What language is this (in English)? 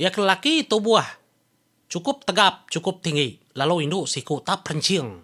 Iban